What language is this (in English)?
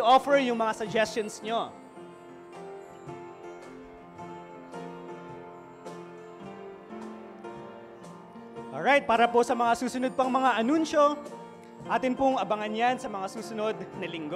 Filipino